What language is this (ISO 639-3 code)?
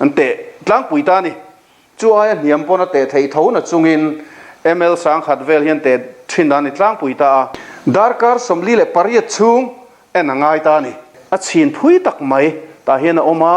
lus